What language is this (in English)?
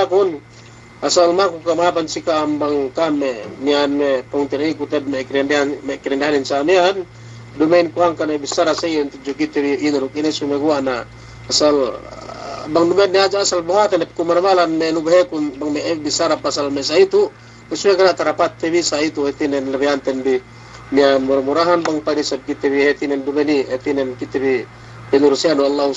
Yakan